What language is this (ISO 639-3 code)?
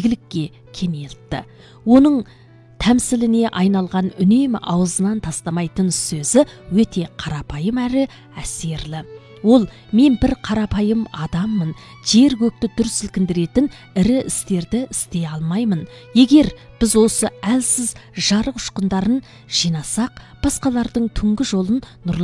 kaz